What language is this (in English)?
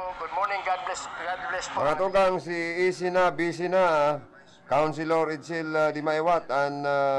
Bikol